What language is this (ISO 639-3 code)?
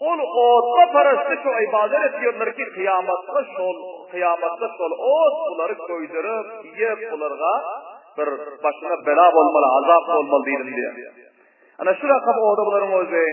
tuk